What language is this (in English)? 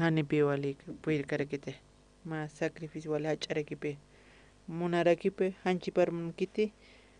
Aymara